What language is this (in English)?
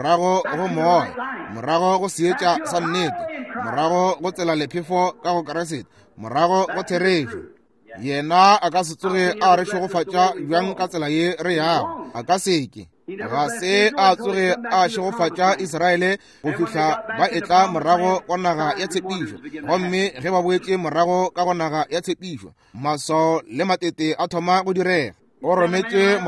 Northern Sotho